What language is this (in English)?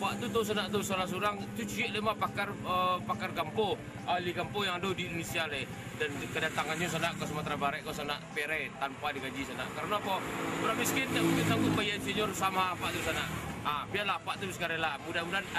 Minangkabau